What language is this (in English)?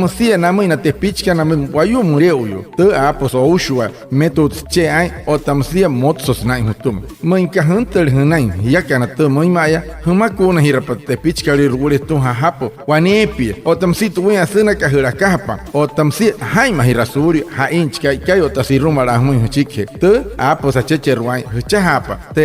Wayuu